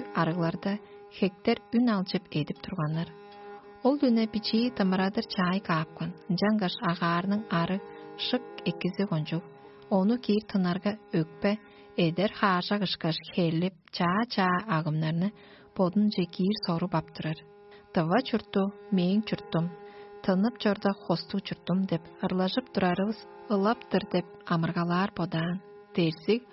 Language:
Tuvinian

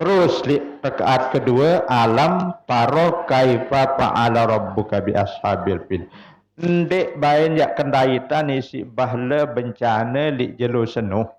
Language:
Sasak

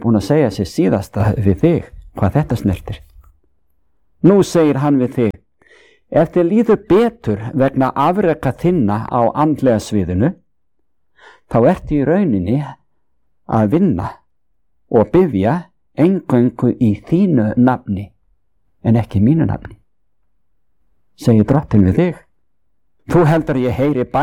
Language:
Icelandic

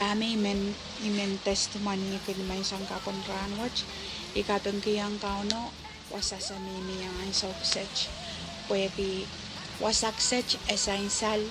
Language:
Pohnpeian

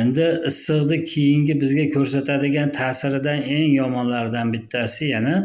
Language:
Uzbek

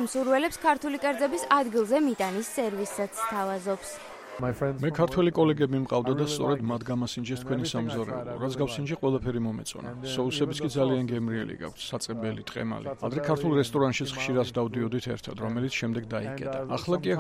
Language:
Georgian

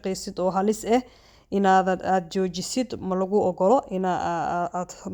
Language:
Somali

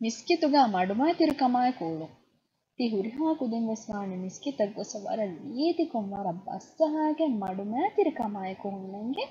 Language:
Divehi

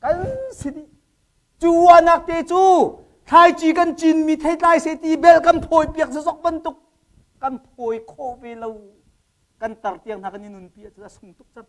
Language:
Hakha Chin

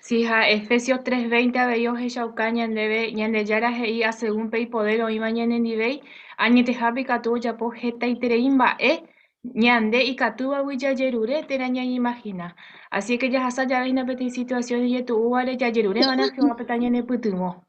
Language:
Guarani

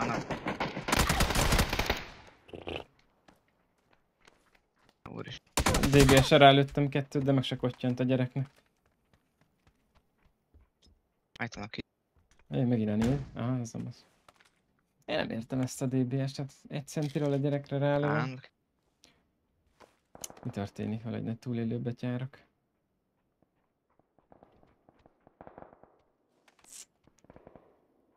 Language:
Hungarian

